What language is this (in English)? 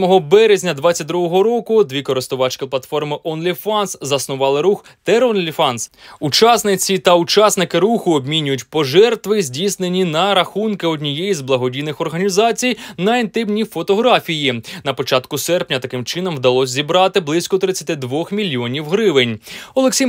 Ukrainian